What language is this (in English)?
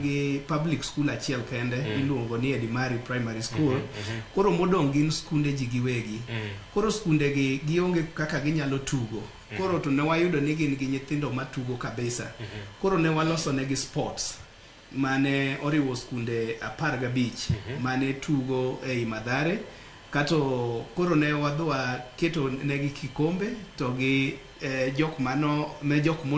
Luo (Kenya and Tanzania)